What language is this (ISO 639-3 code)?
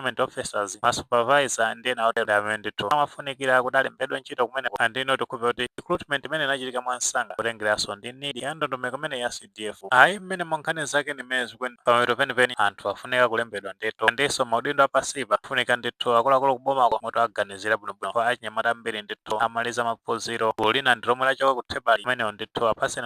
nya